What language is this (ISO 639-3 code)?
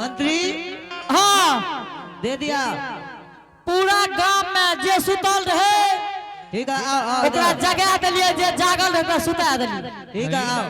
anp